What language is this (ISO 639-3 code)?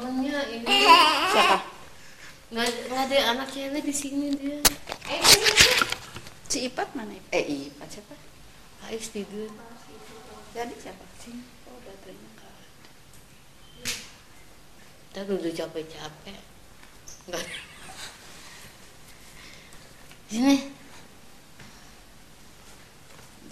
ind